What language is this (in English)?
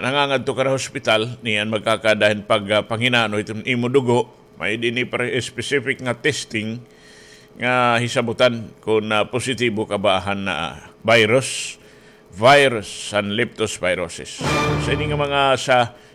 Waray